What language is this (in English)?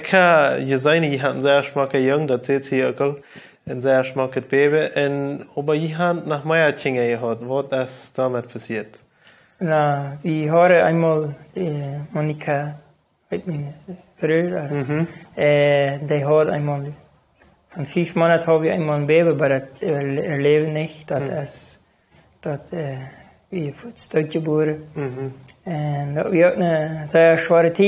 Plautdietsch